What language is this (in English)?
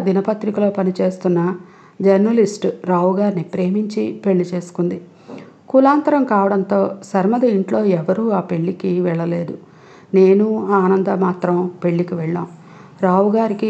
Telugu